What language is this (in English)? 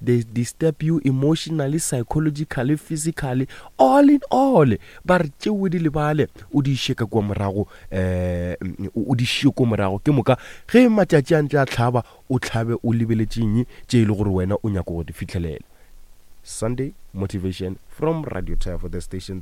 Northern Sotho